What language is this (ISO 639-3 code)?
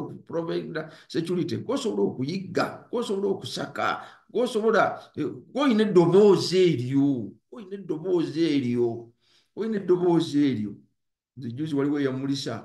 lug